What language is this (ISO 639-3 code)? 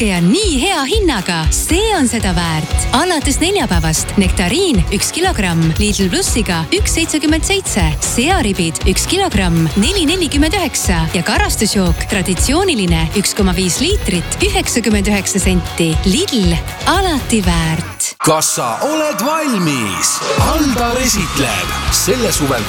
est